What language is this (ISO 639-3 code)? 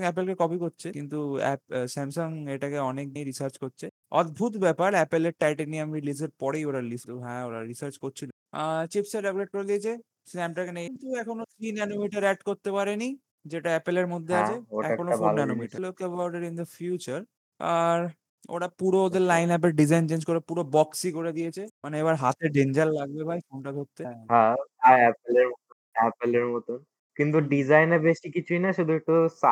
ben